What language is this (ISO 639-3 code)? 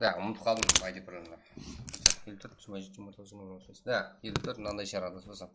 kaa